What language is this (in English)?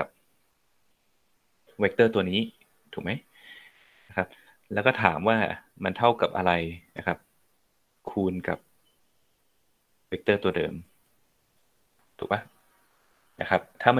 Thai